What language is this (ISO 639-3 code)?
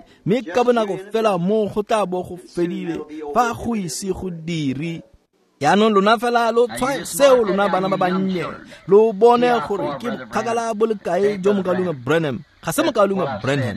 tsn